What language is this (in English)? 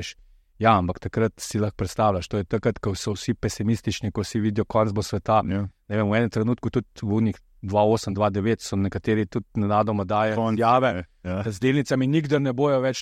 Slovenian